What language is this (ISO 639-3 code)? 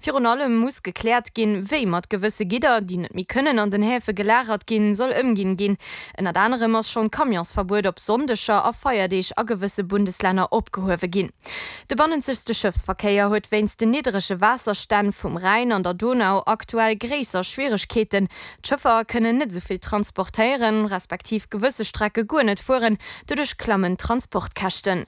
ltz